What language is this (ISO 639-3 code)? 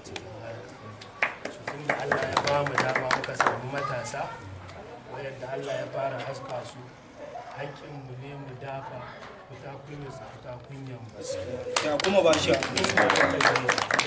hau